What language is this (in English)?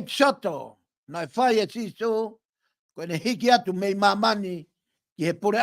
Tongan